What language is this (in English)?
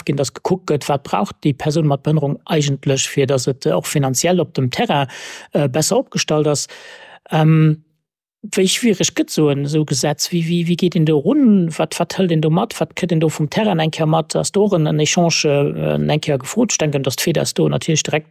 Luxembourgish